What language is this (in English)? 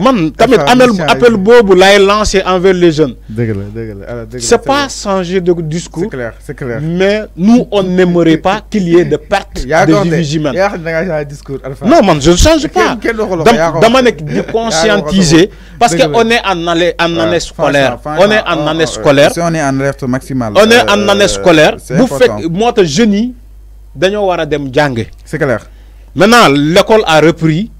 Wolof